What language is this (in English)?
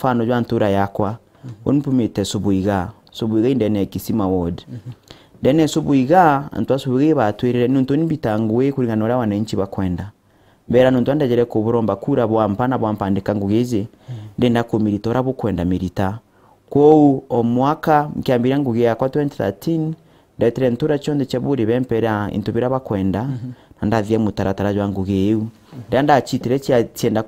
Meru